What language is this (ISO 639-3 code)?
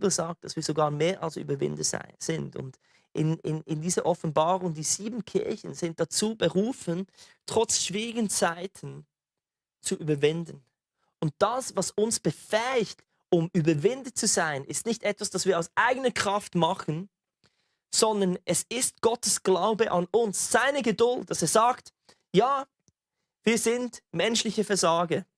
gsw